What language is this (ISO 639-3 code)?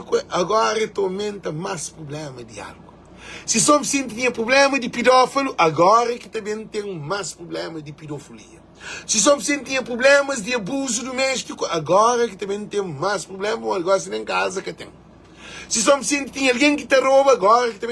kea